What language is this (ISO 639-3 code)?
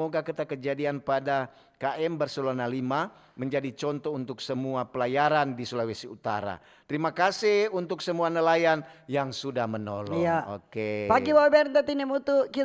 xmm